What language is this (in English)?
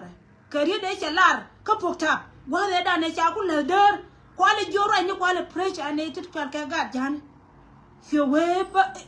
Nuer